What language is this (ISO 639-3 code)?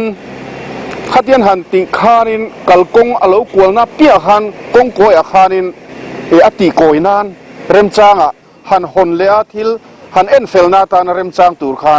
lus